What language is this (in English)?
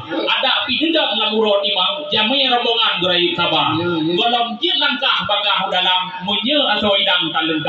Achinese